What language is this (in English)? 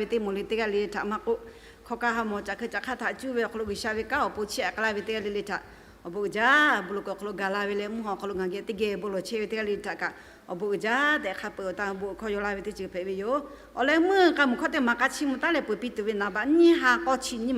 Lahu